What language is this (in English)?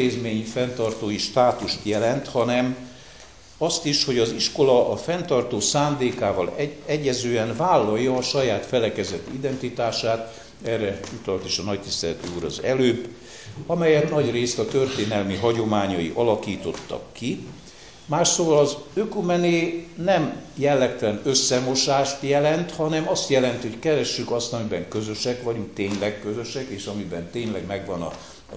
Hungarian